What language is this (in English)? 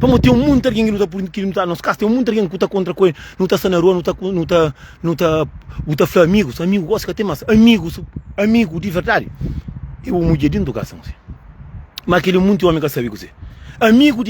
Kabuverdianu